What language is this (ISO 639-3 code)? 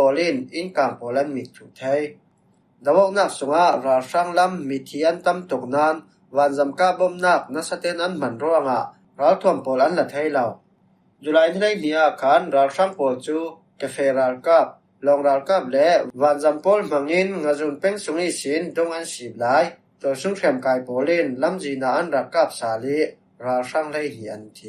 cfm